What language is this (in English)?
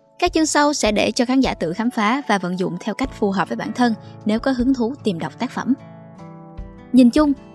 Vietnamese